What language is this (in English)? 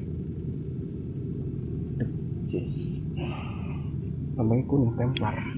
Indonesian